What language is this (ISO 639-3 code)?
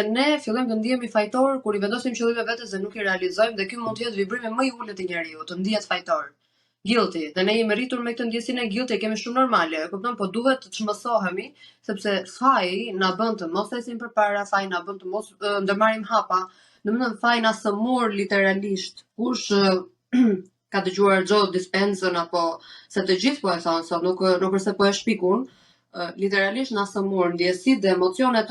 sqi